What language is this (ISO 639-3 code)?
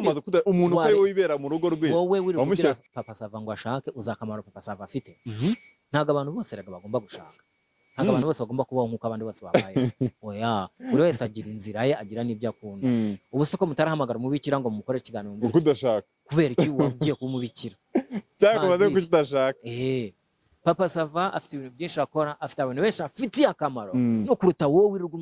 kin